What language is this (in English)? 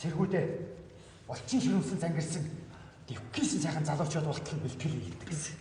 Mongolian